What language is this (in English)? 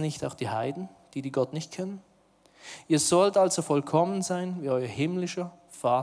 Swiss German